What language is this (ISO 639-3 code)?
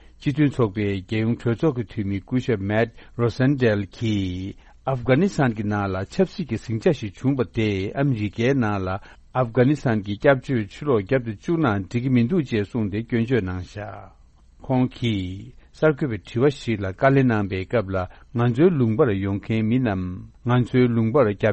bod